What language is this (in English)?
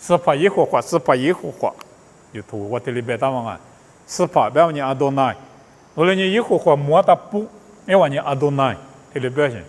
Lisu